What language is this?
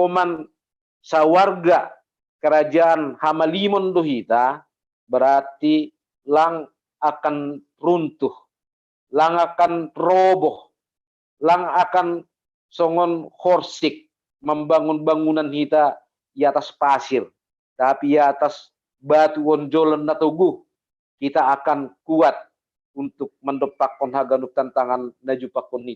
Batak Simalungun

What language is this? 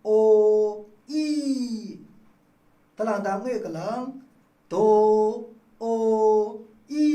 Maru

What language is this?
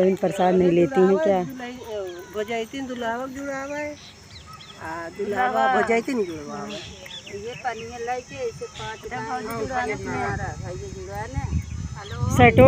Awadhi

